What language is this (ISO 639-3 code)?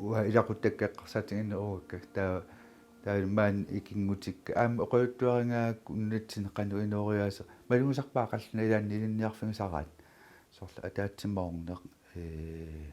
kal